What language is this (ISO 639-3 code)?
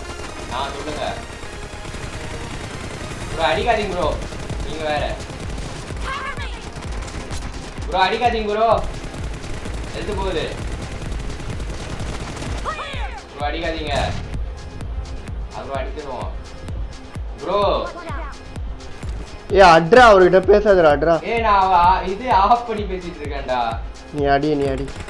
tam